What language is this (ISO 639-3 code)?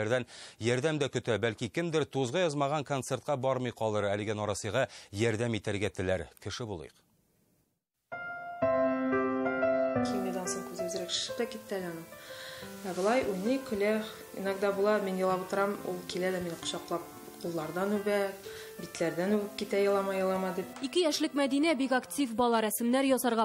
tat